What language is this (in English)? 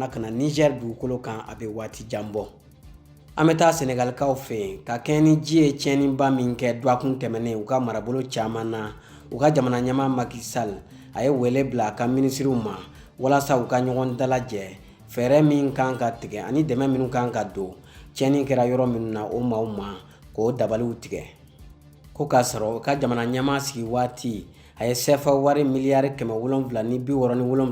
Bambara